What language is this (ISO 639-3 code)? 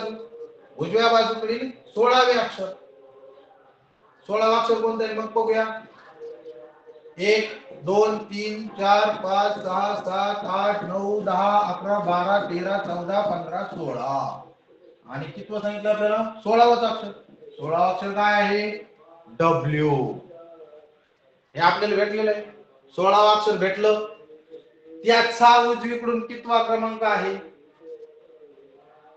mar